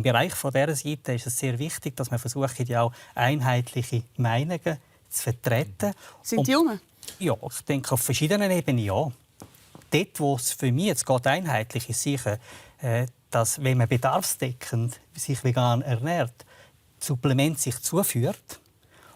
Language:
Swiss German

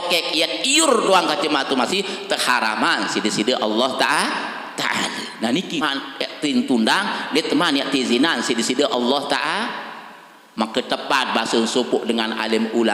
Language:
Sasak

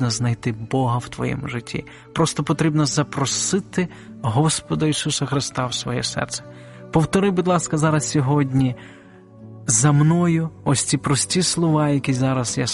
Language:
Ukrainian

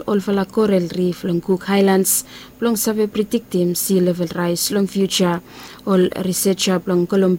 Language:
Bislama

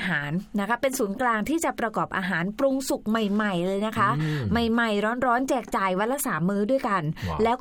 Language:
Thai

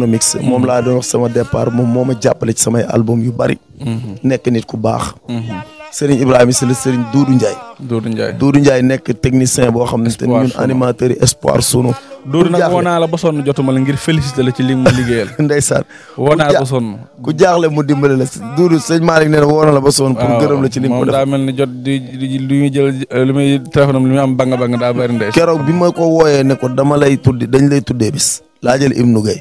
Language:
Wolof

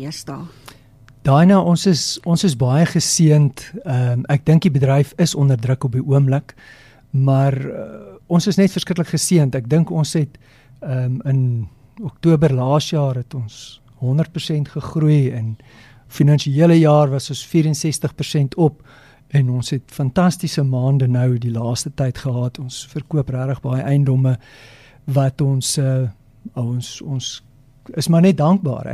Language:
Afrikaans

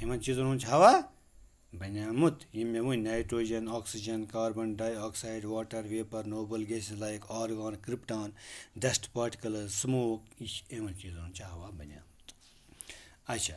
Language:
Kashmiri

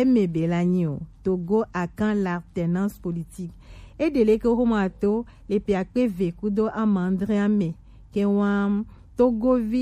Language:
Gen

